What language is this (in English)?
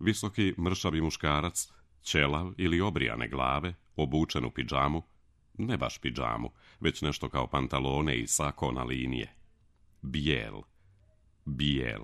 Croatian